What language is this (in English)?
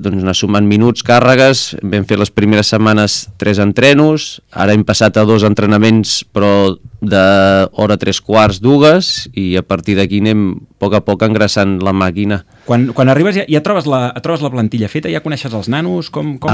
Catalan